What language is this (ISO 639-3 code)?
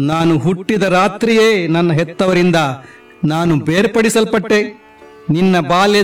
kan